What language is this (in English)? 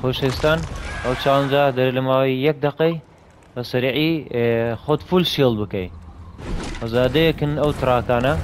Central Kurdish